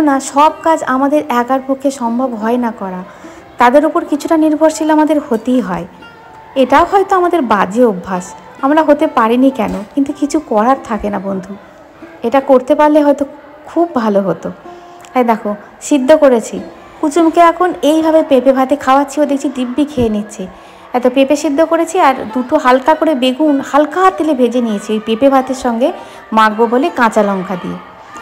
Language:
Bangla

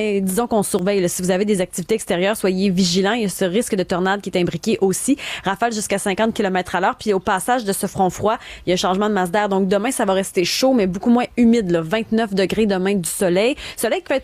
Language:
French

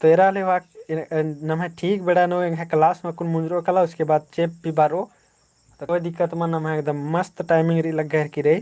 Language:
Kurukh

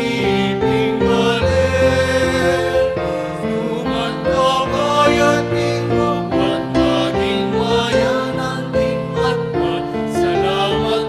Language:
Pampanga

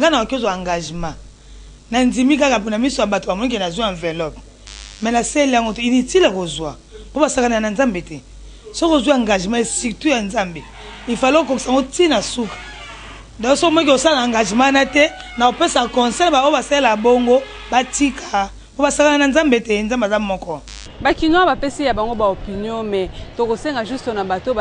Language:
Lingala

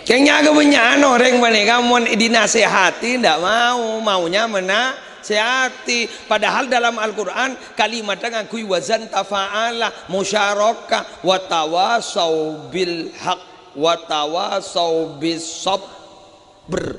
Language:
Madurese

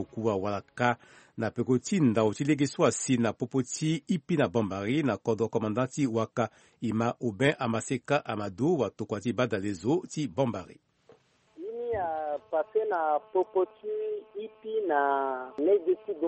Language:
Sango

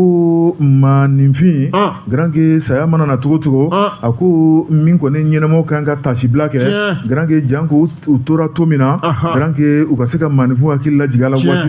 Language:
Bambara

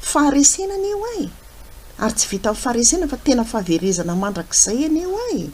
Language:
Malagasy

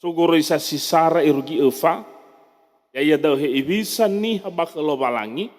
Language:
Nias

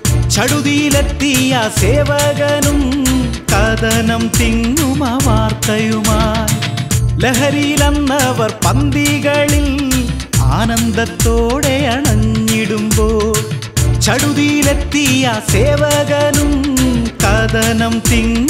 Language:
Malayalam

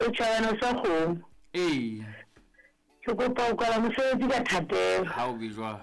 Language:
Southern Sotho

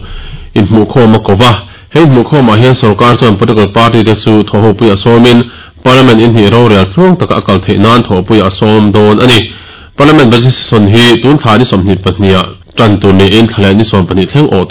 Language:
Mizo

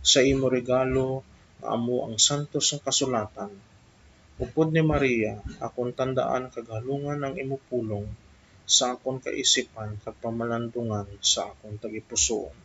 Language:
Hiligaynon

